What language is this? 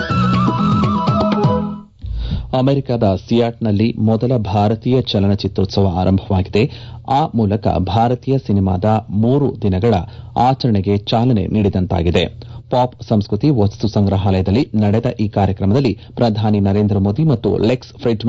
Kannada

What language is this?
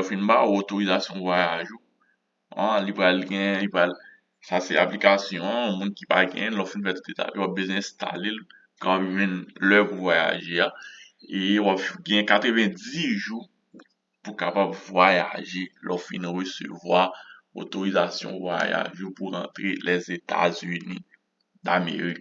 Haitian Creole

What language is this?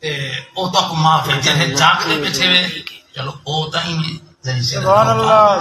Saraiki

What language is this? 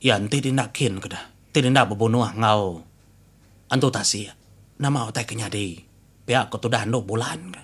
Iban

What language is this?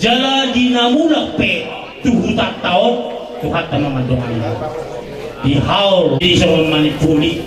Batak Toba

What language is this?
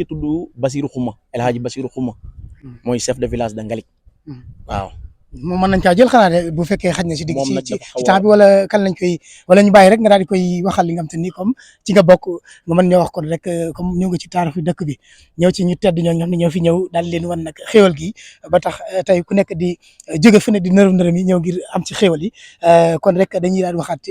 Wolof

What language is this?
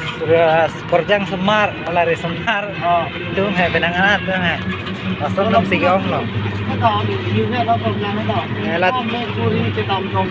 Karbi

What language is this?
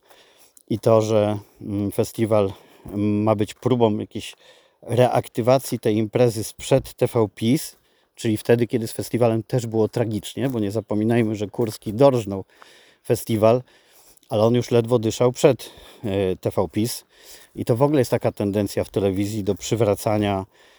Polish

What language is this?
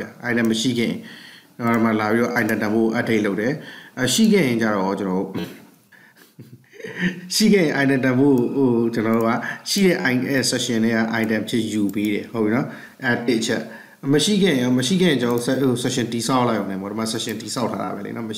Burmese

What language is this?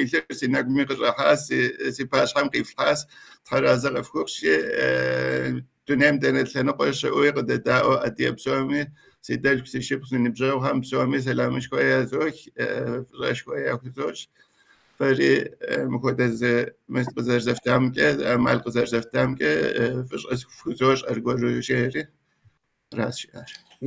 Kabardian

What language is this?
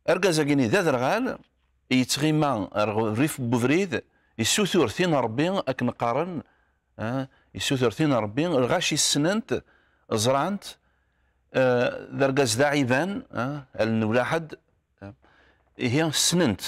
Kabyle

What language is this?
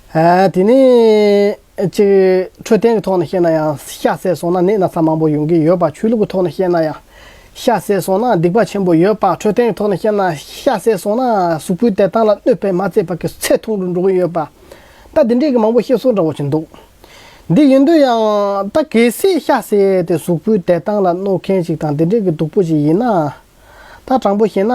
Tibetan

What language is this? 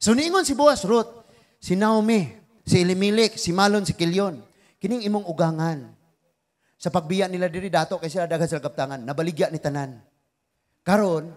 Cebuano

